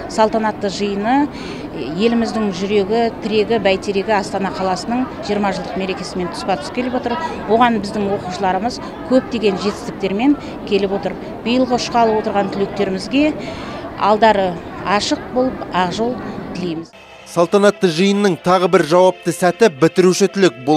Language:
Kazakh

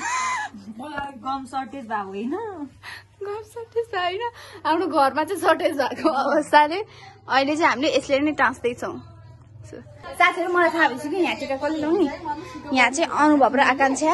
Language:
Nepali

